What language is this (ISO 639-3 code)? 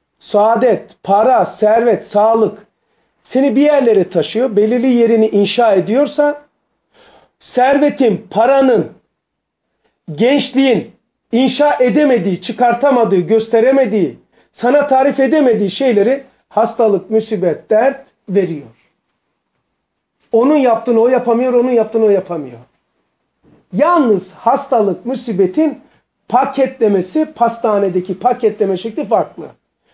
tur